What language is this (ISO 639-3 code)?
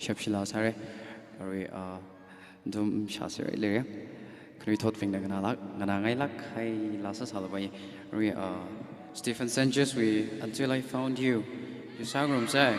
nmf